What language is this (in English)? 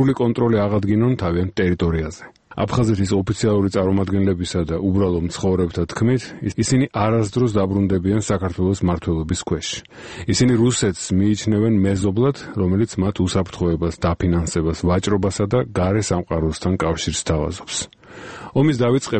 Georgian